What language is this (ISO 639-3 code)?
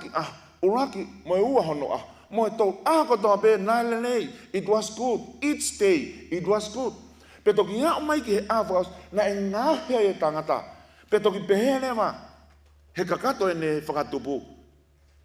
ton